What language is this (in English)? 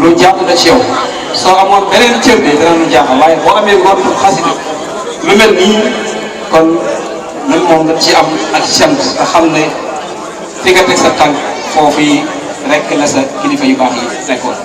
Wolof